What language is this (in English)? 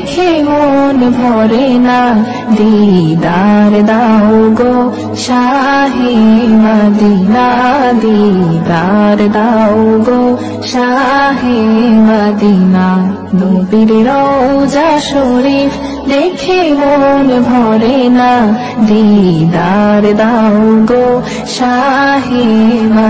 Bangla